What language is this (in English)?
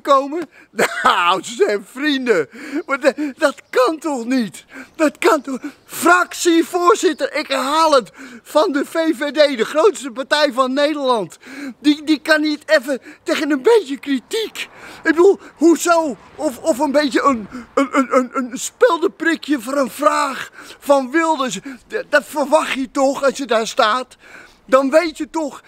Dutch